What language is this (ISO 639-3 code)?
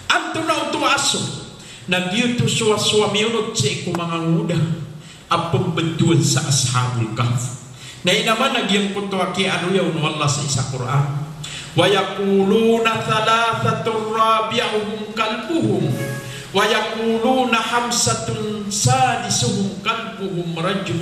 mrw